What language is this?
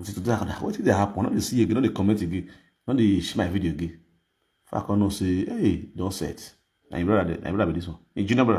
Nigerian Pidgin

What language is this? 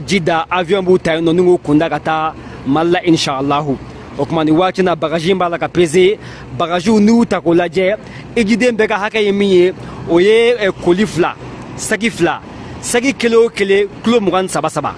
Bambara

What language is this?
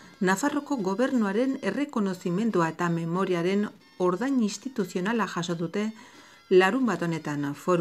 Basque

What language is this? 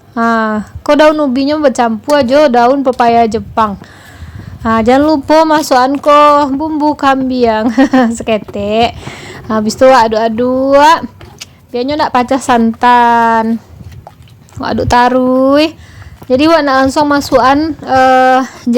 Minangkabau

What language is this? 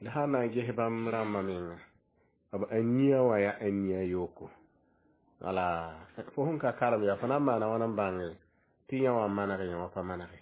Mossi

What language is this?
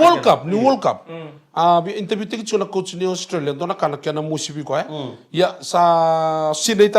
Fijian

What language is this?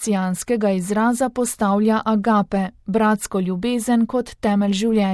Slovenian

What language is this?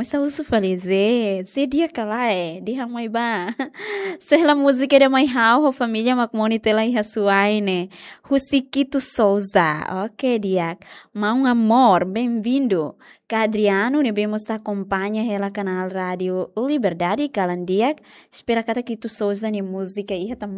Tetum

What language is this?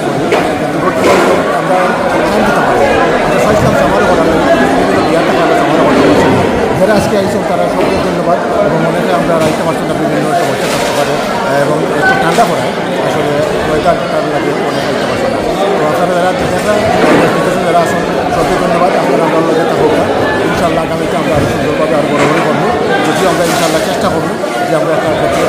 Sylheti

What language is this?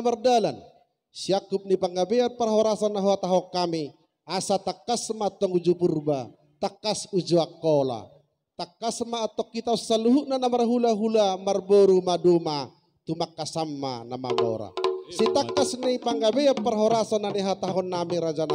Batak Toba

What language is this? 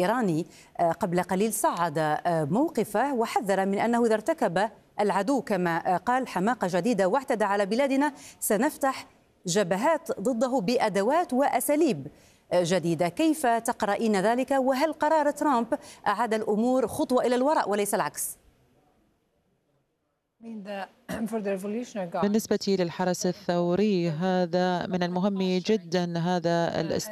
Arabic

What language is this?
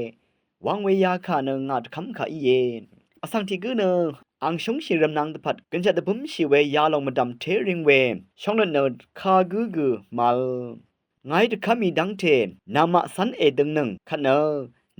Rawang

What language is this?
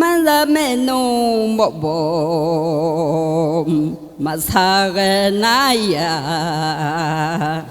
Akha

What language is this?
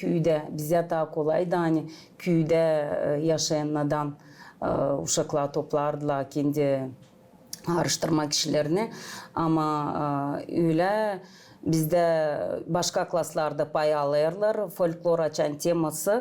Gagauz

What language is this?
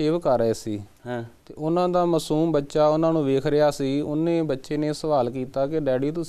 Punjabi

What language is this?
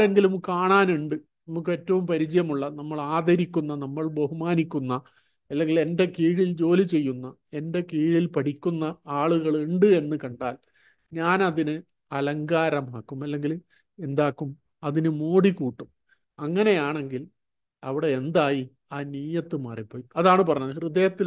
Malayalam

